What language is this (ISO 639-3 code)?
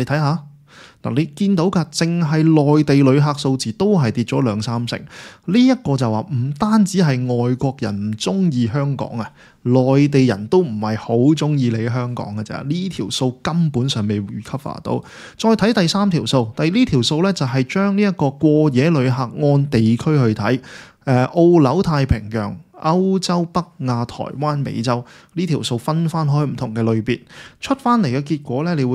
yue